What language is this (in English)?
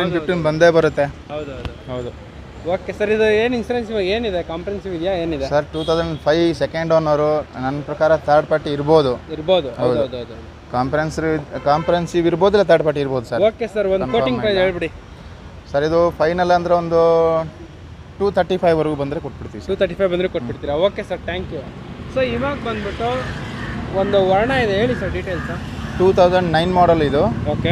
Kannada